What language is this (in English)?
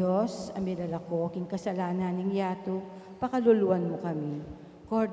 Pampanga